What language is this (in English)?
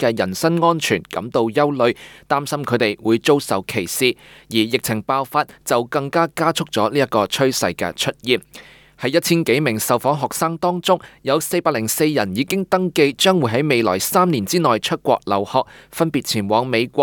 Cantonese